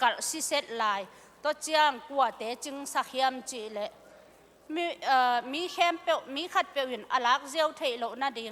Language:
Tedim Chin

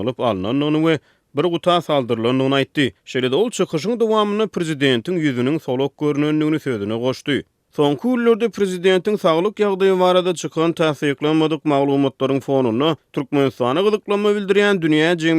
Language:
Turkmen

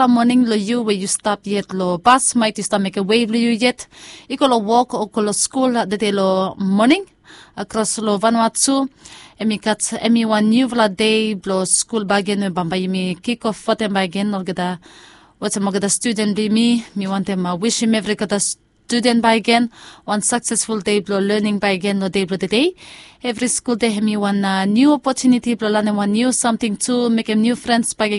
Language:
Bislama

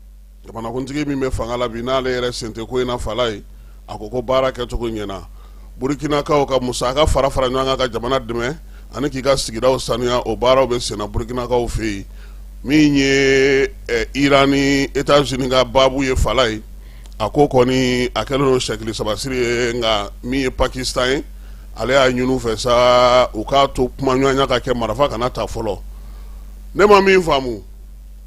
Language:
Bambara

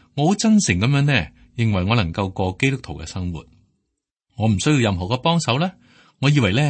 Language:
Cantonese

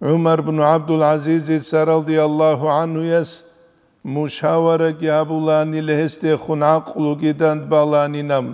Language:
Avaric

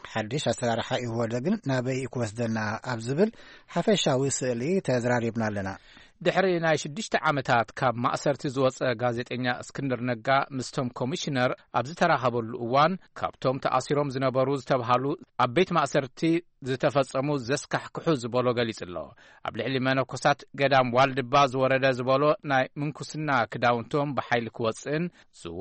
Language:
Tigrinya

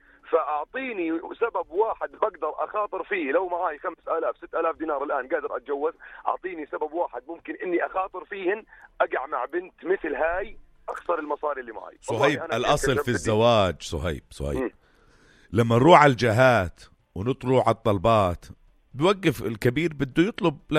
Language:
North Levantine Arabic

